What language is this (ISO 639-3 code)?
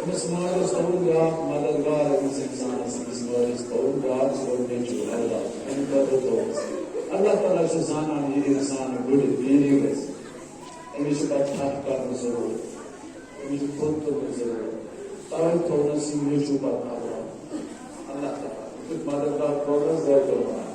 kas